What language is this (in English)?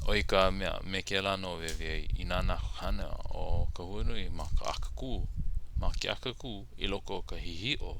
Hawaiian